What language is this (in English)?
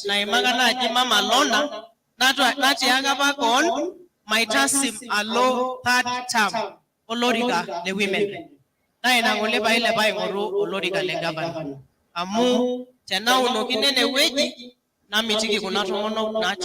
Masai